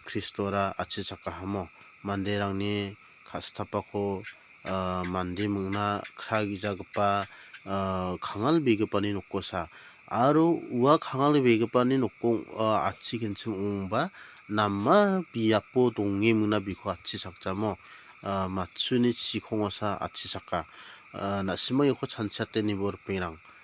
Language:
Garo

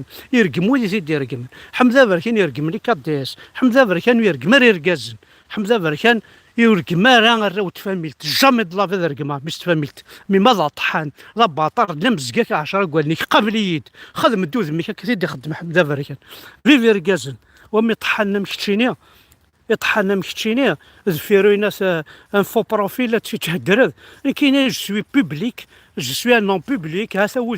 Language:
Kabyle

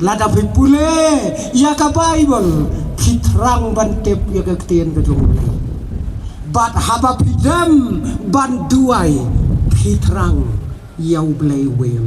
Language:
Khasi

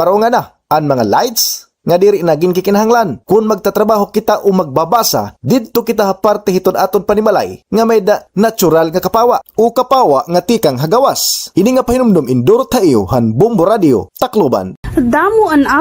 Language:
Waray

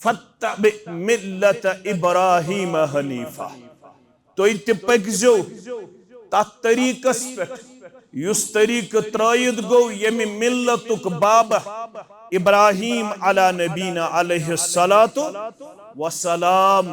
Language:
Kashmiri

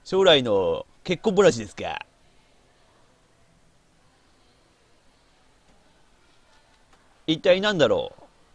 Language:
Japanese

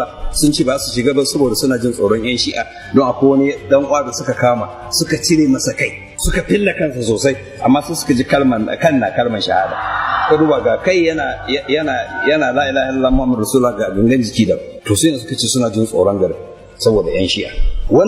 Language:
Hausa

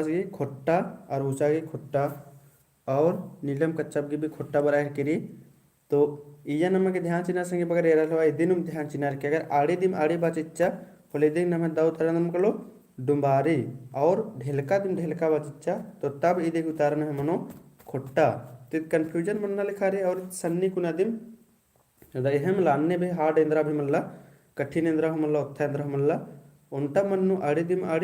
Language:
Kurukh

